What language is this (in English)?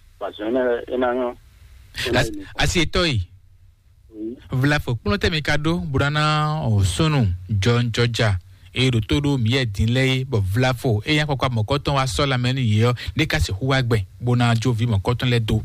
Fon